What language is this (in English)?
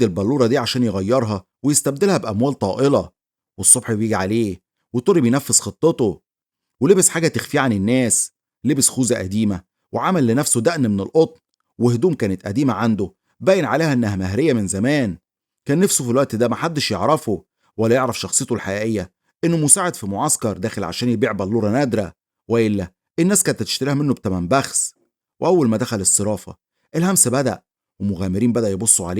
Egyptian Arabic